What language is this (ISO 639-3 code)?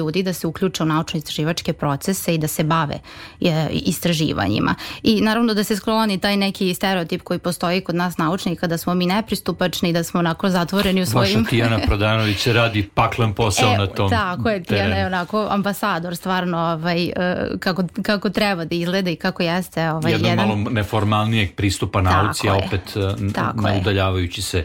srp